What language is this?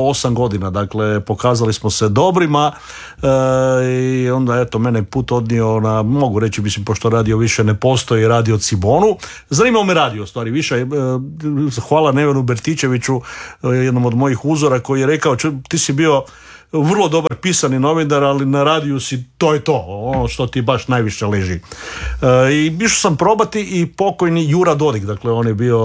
Croatian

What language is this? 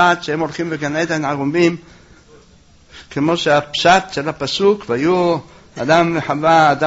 Hebrew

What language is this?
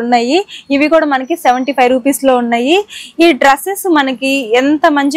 Telugu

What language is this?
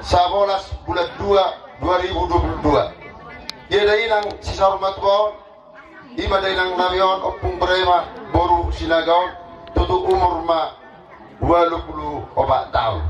Batak Toba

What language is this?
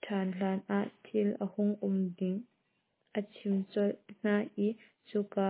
Hakha Chin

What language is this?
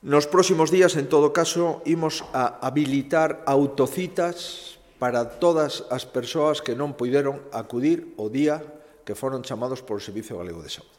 Galician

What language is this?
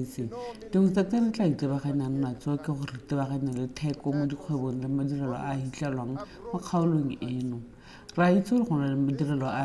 Tswana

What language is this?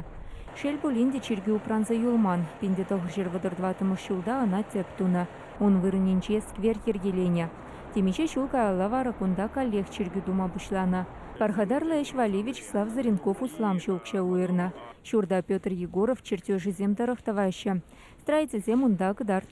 Chuvash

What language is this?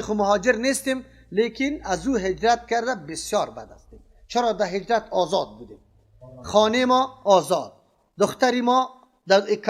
Persian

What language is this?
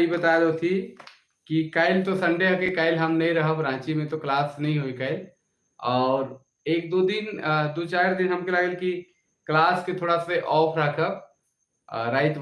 Sadri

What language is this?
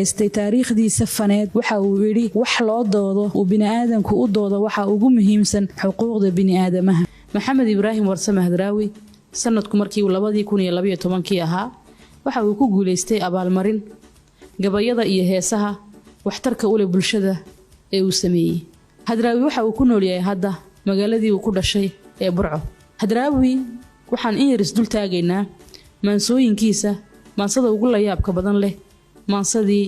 Somali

